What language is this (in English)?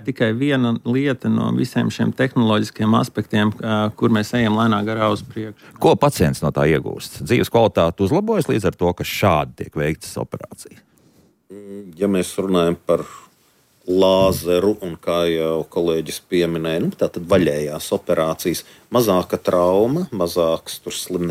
Latvian